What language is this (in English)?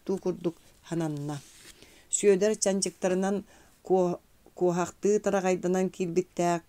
Yakut